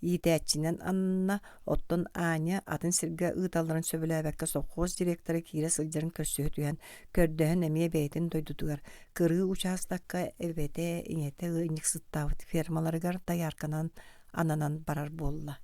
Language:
Yakut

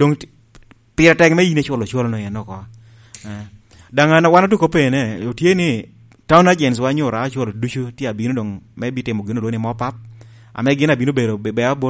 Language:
Lango (Uganda)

